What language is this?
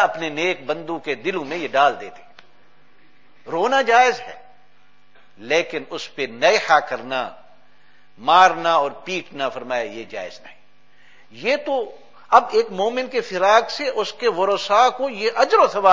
Urdu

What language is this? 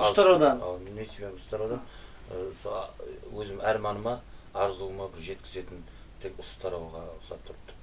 Kara-Kalpak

